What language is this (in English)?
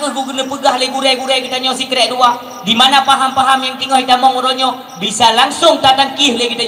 Achinese